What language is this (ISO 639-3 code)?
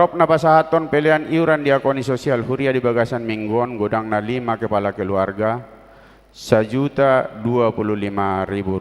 bbc